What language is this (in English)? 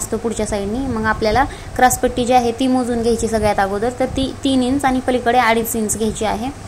Marathi